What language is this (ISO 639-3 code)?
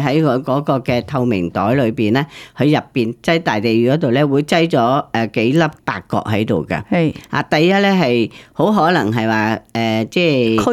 yue